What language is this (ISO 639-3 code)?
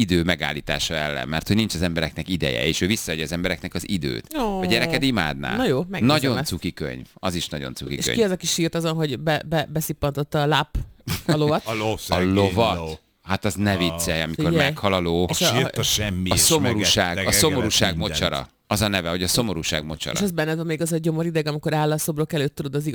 hun